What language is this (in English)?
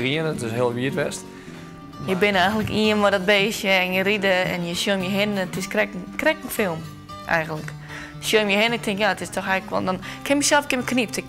Western Frisian